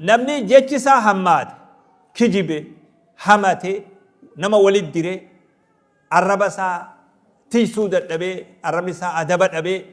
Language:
Oromo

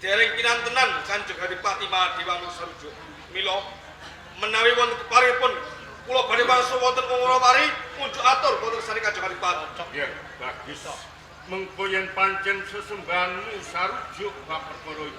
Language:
Javanese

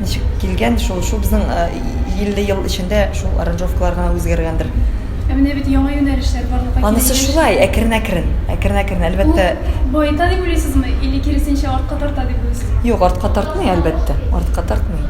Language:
Tatar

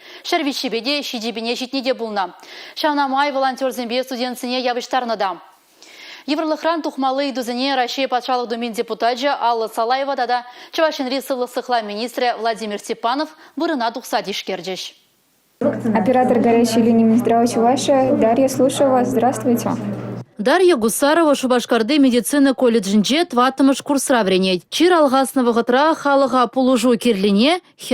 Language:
Chuvash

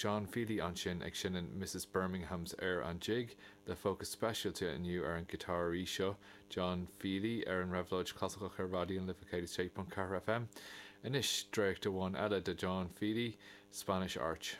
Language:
Irish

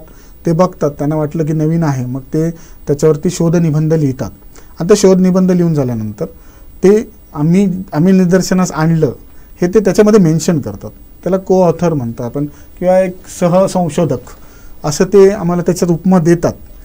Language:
Marathi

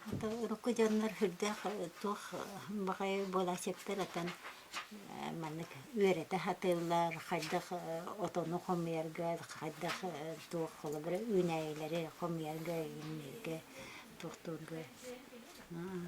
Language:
Yakut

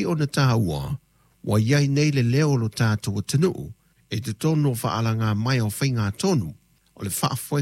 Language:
Samoan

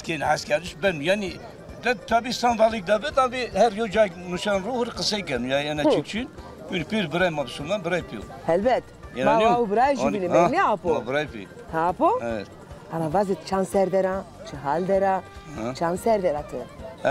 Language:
Zaza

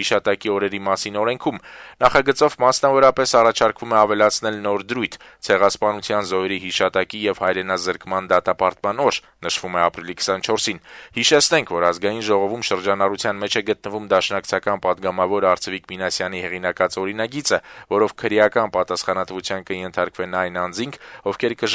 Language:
Armenian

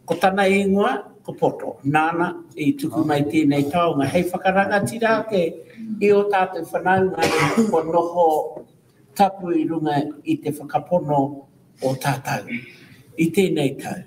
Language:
Māori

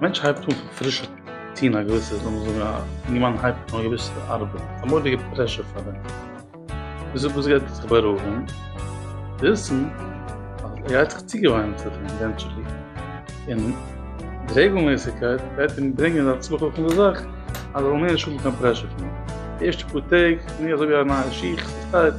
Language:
Yiddish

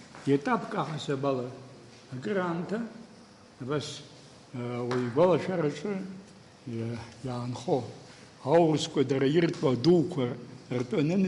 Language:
Abkhazian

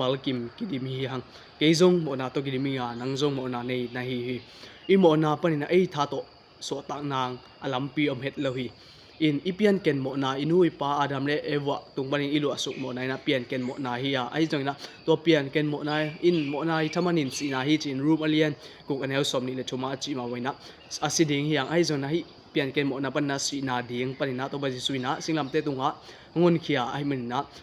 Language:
Tedim Chin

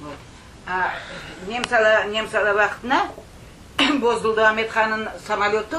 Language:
Crimean Tatar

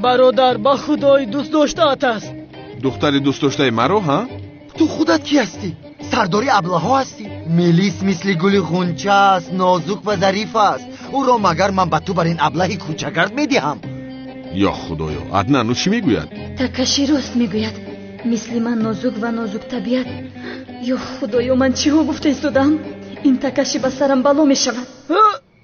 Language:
Tajik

